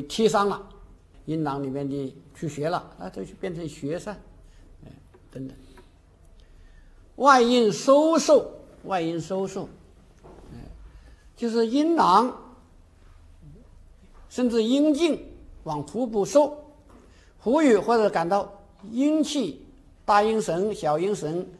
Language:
Chinese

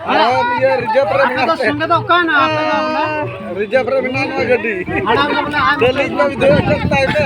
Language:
Santali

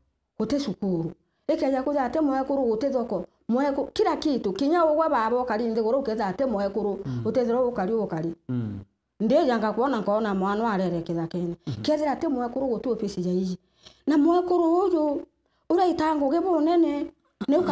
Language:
Meru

